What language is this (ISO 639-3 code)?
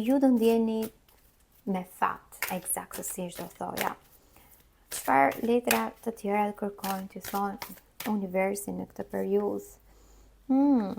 sqi